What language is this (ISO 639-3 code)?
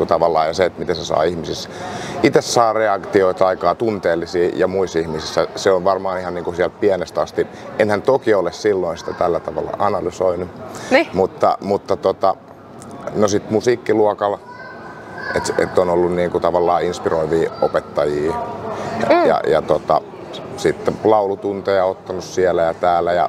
fin